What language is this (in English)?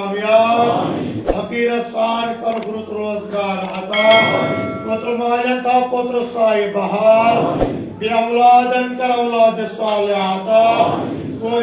Kashmiri